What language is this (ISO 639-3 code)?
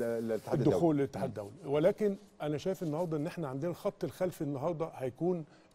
arz